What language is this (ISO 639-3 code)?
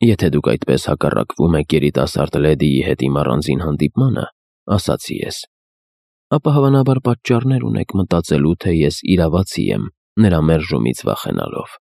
hye